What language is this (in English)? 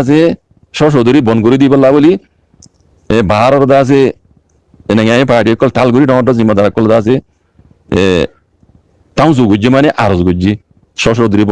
Rohingya